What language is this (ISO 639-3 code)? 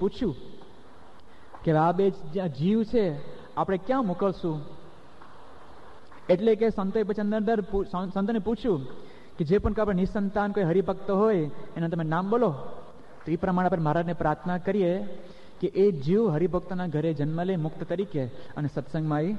guj